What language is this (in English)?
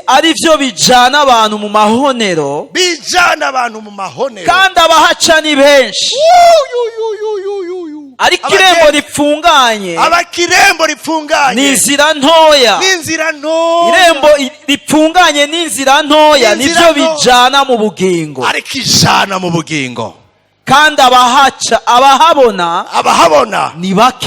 Rundi